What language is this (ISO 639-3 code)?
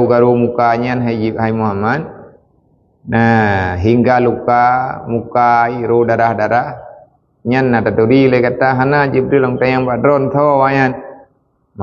ace